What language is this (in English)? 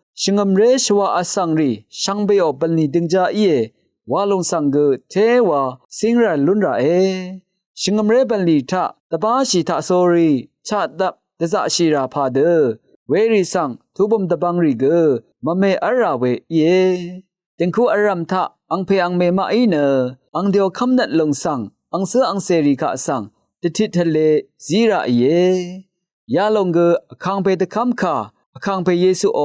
Rawang